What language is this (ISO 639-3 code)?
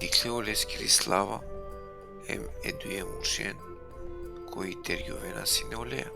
rmn